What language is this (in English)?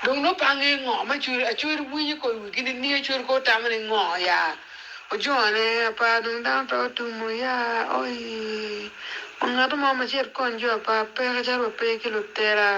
Acoli